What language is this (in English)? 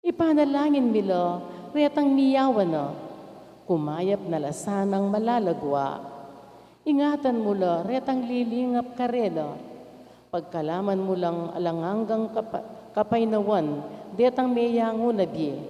Pampanga